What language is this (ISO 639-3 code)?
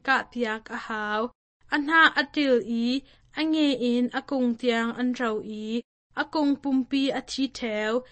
cnh